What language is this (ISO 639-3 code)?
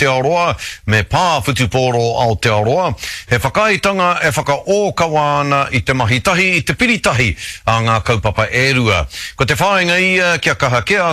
mri